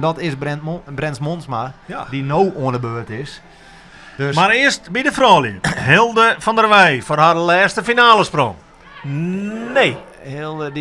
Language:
Western Frisian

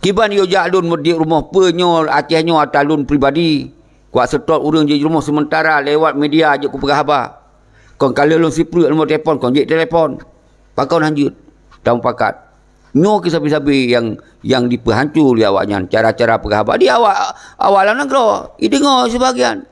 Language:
Achinese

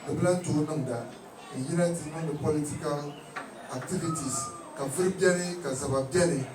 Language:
Dagbani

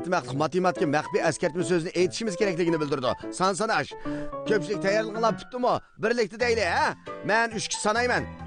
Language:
Uyghur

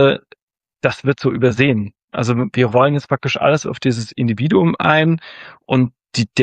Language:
German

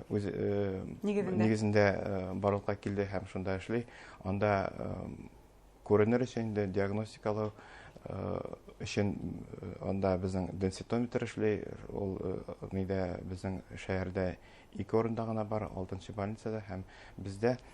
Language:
Bashkir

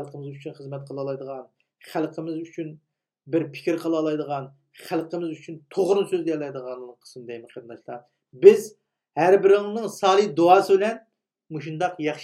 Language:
Uyghur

